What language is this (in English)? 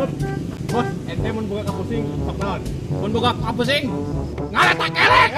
Sundanese